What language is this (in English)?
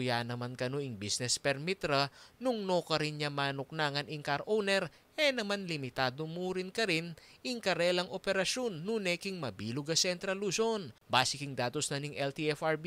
Pampanga